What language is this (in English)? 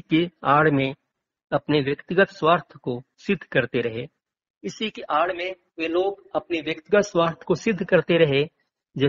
Hindi